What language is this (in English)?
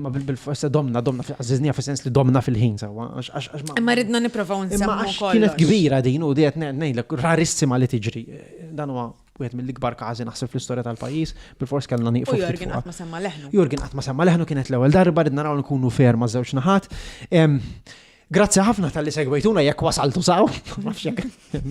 Maltese